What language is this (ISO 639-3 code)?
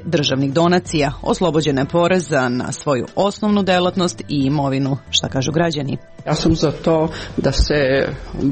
srp